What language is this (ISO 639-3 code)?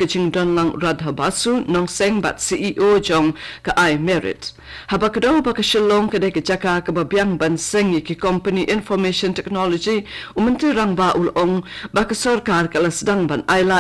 kha